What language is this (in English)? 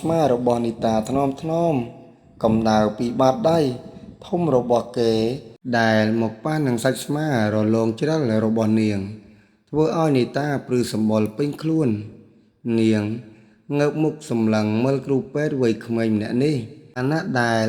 Khmer